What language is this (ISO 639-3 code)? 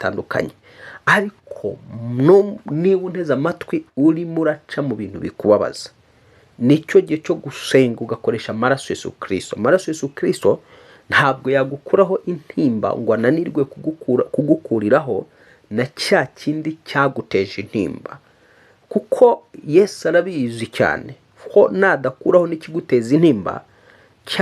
kin